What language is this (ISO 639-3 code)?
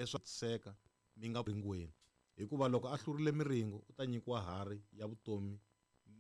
tso